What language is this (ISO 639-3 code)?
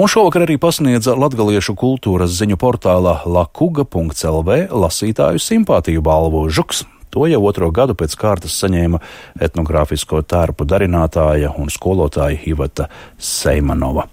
lav